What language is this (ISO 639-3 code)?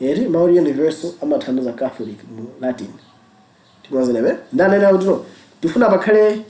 nya